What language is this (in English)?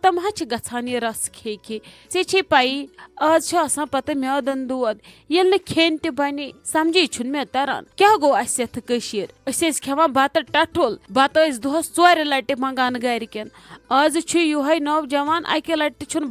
Kashmiri